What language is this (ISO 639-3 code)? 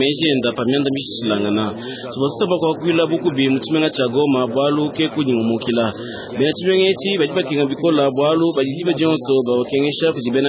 lua